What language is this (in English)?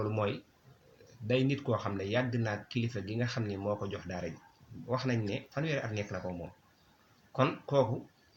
Wolof